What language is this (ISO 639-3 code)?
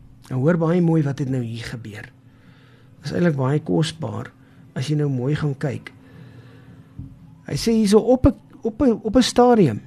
afr